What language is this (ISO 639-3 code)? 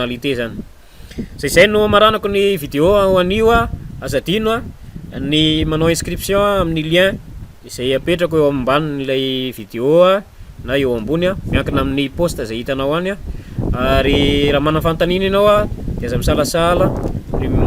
mlg